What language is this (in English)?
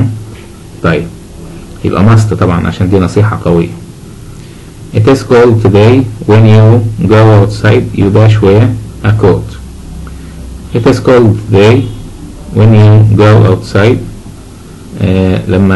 Egyptian Arabic